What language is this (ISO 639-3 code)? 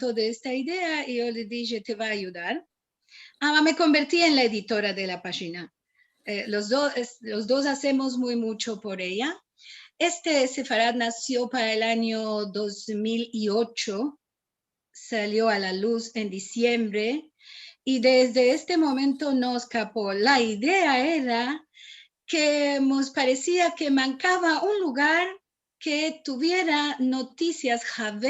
lad